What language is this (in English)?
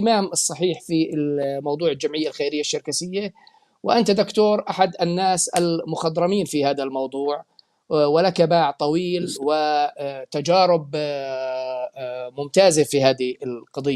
North Levantine Arabic